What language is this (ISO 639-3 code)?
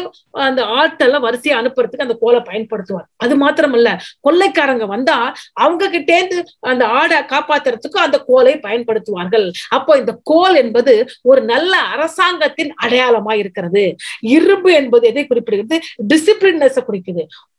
tam